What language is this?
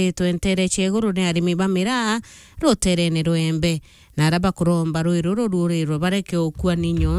Meru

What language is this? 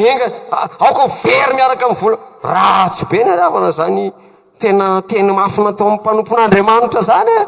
Malagasy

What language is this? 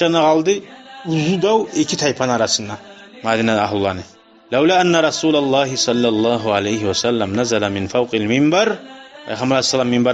Kumyk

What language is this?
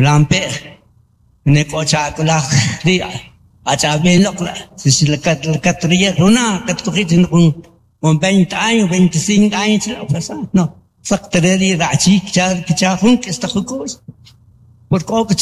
Kaqchikel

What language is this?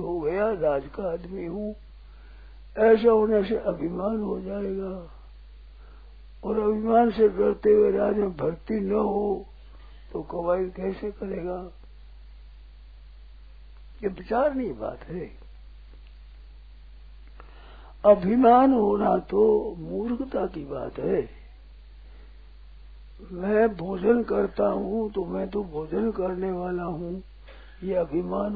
Hindi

